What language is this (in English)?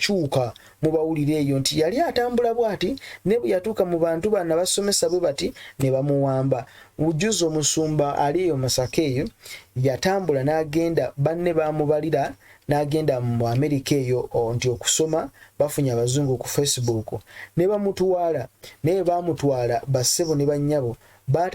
Ganda